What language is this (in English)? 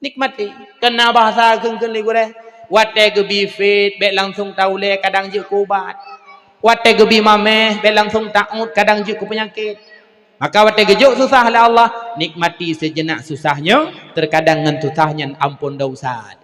Achinese